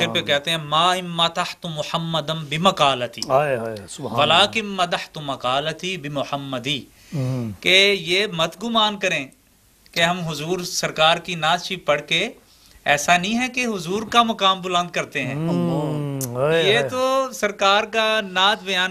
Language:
Urdu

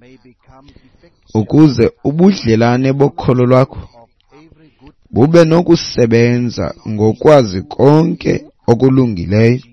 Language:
Xhosa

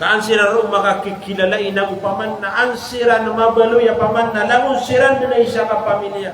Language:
Maranao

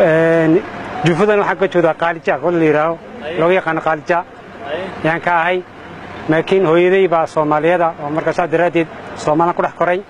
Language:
Somali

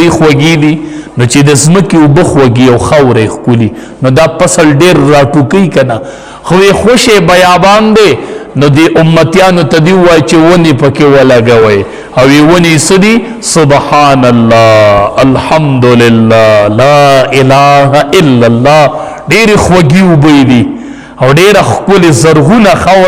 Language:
Pashto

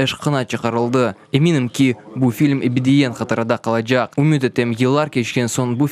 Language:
Crimean Tatar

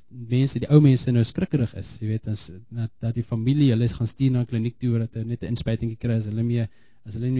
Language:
Afrikaans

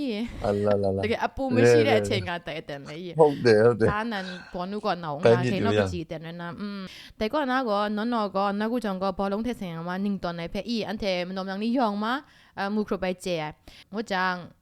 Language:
Kachin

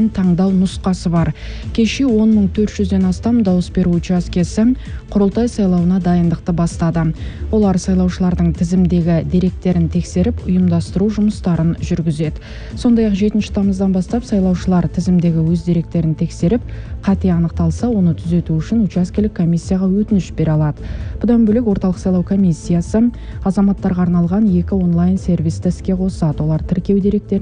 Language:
Kazakh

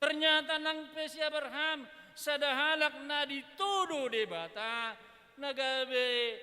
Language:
Batak Toba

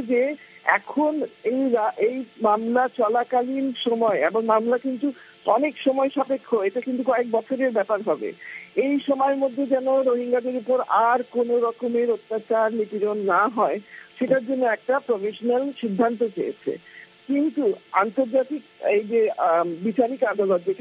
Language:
Bangla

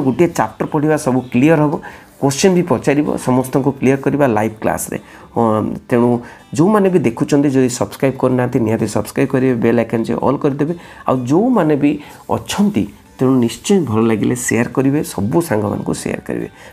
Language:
Odia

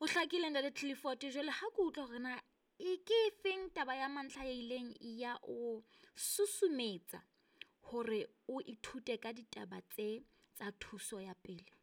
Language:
Southern Sotho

